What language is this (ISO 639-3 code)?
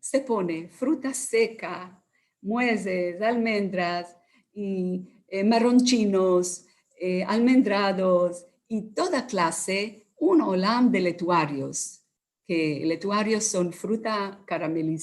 lad